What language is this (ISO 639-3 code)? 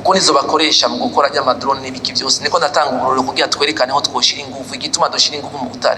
run